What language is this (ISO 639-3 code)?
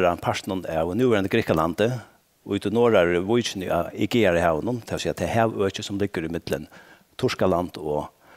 fao